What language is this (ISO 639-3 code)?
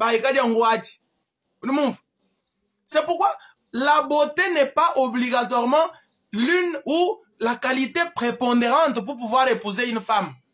lua